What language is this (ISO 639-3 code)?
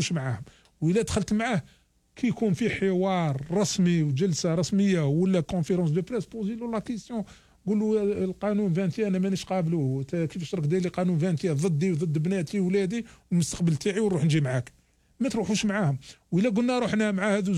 arq